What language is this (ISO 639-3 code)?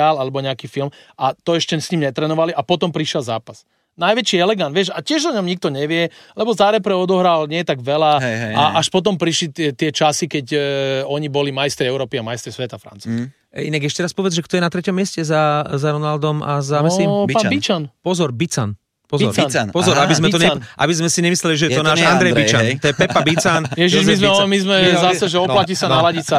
slk